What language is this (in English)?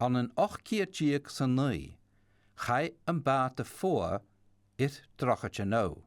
Scottish Gaelic